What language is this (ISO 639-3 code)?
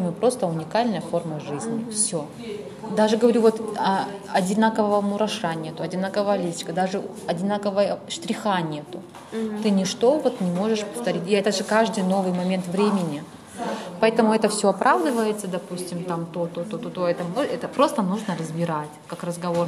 rus